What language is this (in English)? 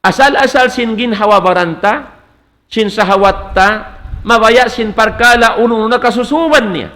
Tausug